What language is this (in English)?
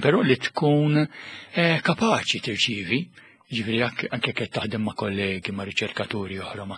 Maltese